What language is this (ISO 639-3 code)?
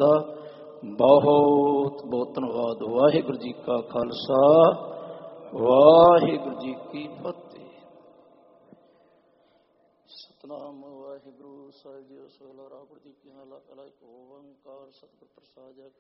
pan